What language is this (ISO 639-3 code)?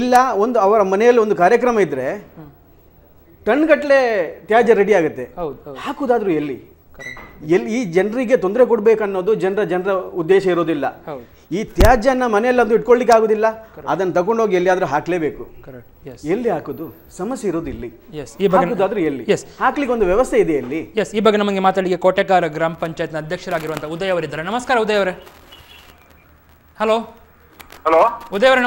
kan